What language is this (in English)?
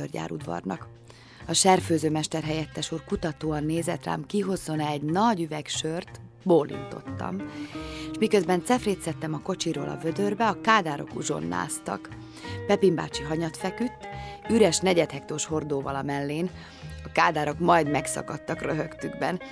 Hungarian